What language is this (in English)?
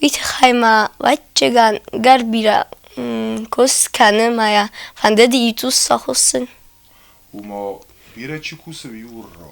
Ossetic